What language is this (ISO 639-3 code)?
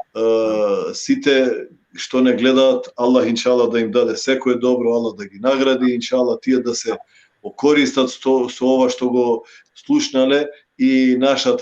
rmn